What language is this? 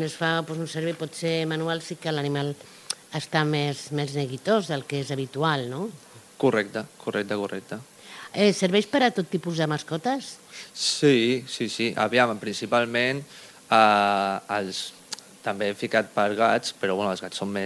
Catalan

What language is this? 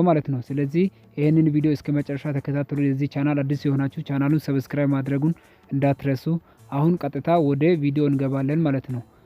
Amharic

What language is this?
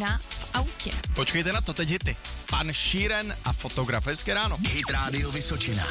Czech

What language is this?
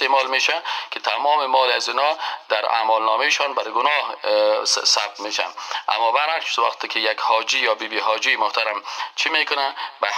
Persian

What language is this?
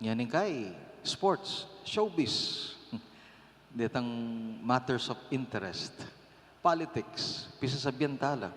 Pampanga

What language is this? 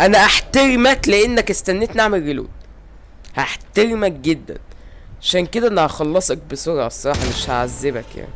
Egyptian Arabic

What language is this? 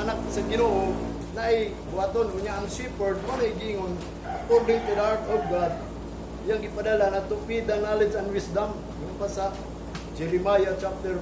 Cebuano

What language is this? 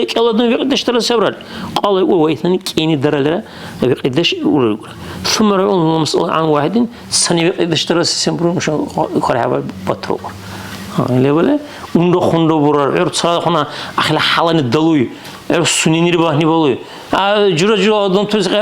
Dargwa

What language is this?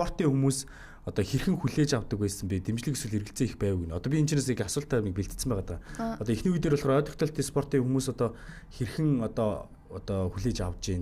Mongolian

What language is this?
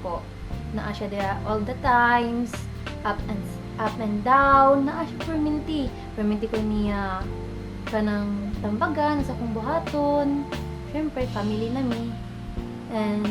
Cebuano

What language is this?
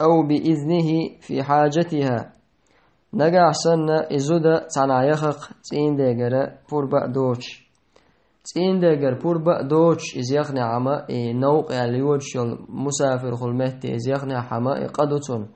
Chechen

